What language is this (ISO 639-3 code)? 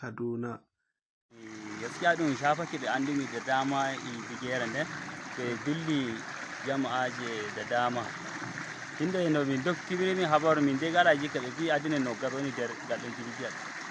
ful